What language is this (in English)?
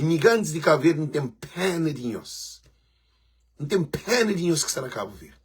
Kabuverdianu